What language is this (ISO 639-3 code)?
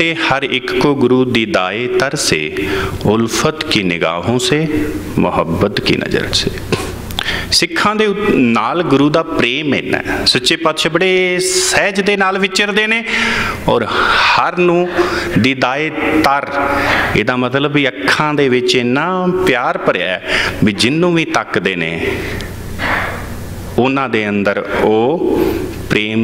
pan